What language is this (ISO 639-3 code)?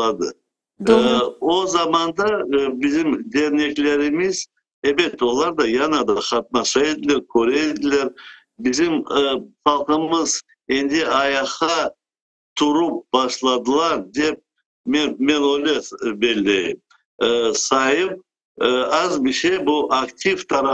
crh